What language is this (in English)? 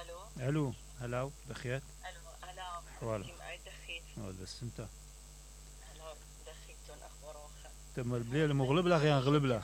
Mesopotamian Arabic